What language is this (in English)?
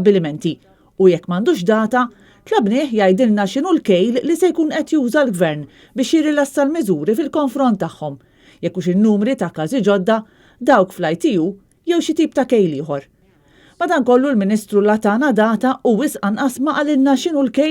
Maltese